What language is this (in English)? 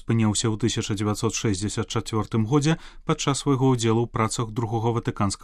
Belarusian